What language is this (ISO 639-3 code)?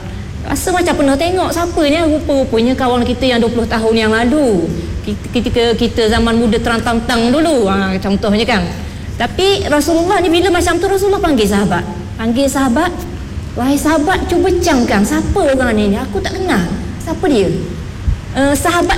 msa